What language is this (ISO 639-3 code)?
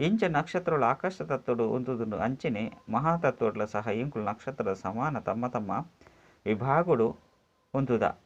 tcy